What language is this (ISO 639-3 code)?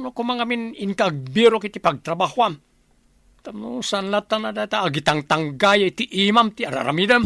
ilo